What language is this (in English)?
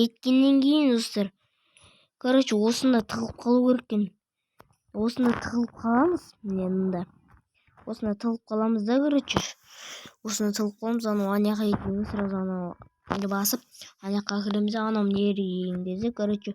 Kazakh